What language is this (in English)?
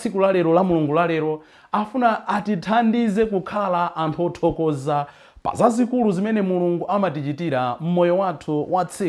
Nyanja